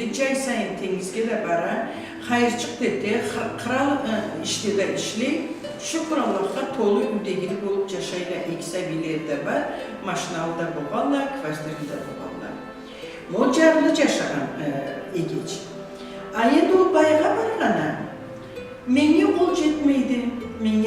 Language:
Karachay-Balkar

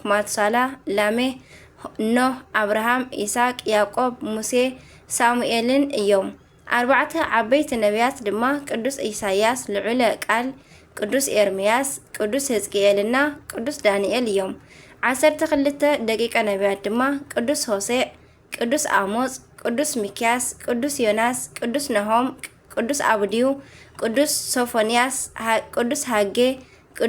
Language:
Tigrinya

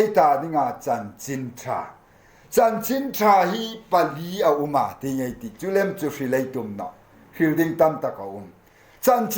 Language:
Hmar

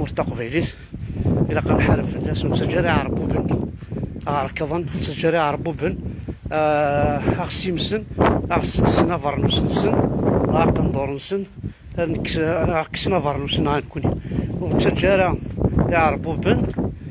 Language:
Kabyle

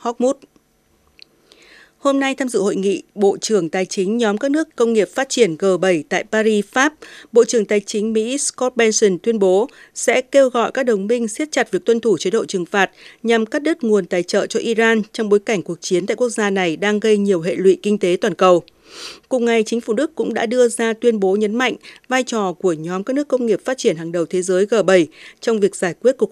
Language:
Vietnamese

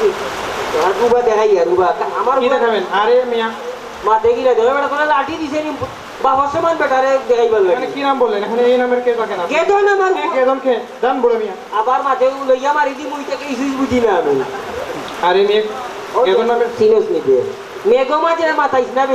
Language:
Sylheti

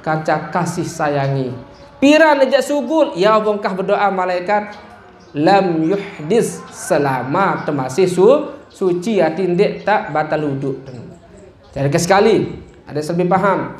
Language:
Sasak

